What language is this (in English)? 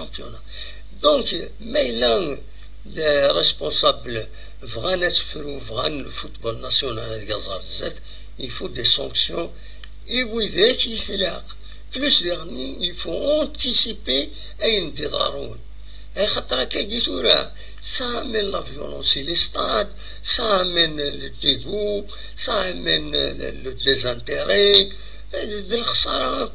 Kabyle